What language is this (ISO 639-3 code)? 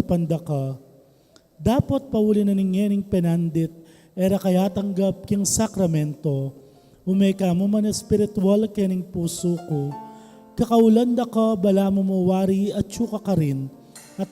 pam